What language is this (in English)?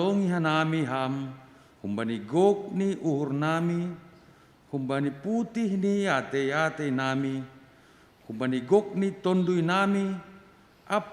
Batak Simalungun